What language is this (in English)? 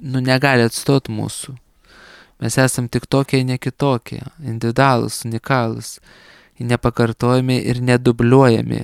Lithuanian